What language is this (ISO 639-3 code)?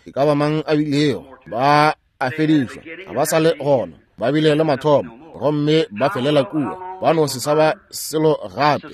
nso